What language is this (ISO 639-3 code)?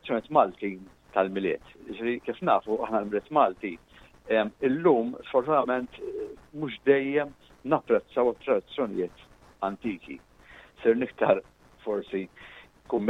mlt